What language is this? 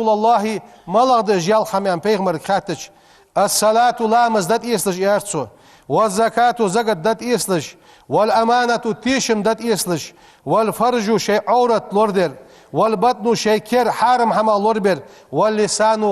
Ingush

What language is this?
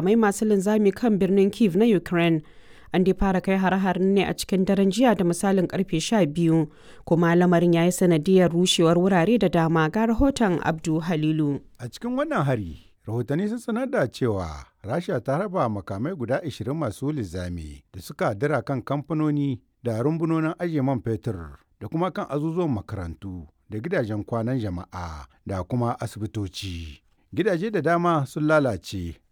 Hausa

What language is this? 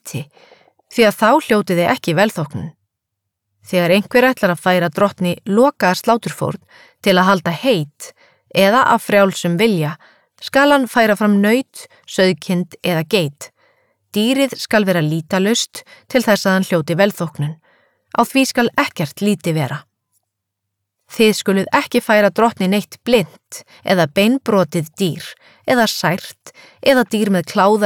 Icelandic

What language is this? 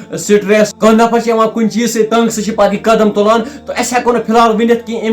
Kashmiri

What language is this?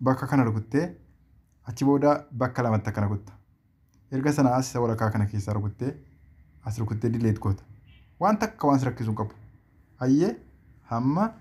Oromo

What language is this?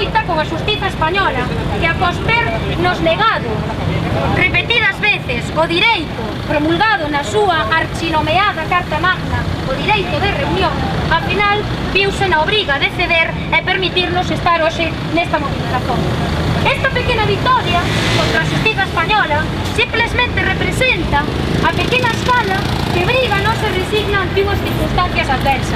Galician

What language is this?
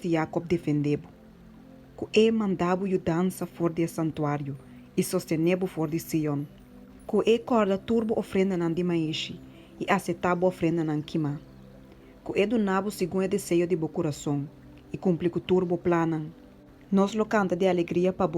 Papiamento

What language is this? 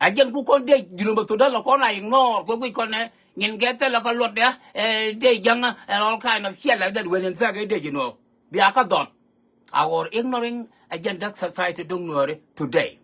Nuer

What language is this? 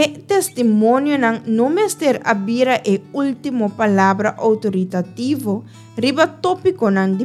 Papiamento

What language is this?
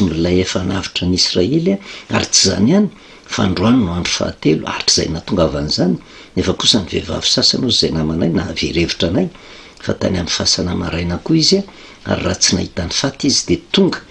Malagasy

